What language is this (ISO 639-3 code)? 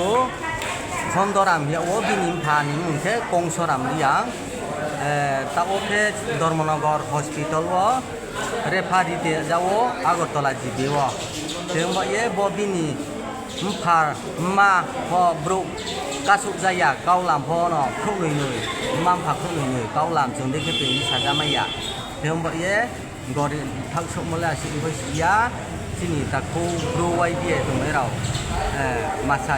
ria